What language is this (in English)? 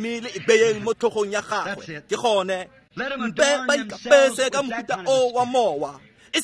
Tswana